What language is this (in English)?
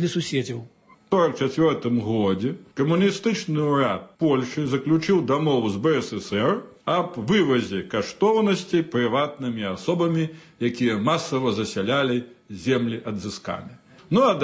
Belarusian